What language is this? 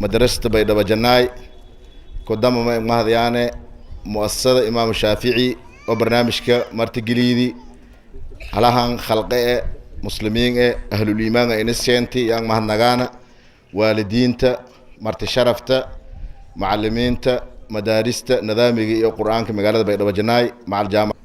Somali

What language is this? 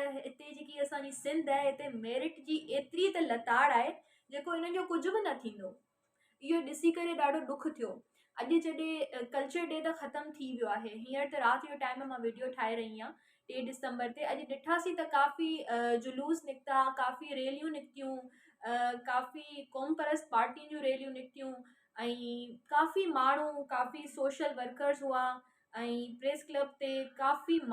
Sindhi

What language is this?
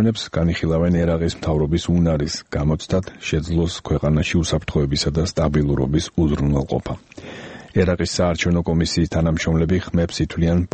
Georgian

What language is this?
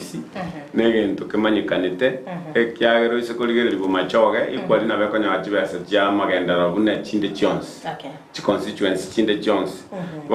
Gusii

